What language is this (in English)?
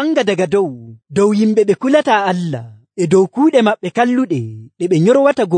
Nigerian Fulfulde